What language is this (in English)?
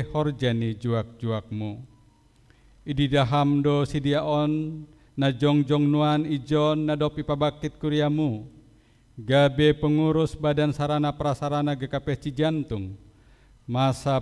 Batak Simalungun